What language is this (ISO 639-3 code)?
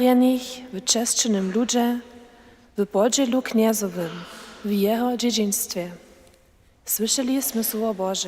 hsb